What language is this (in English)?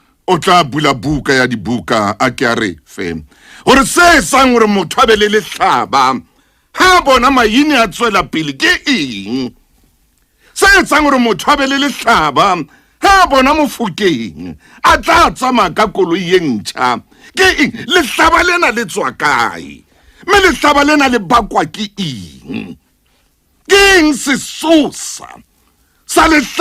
Southern Sotho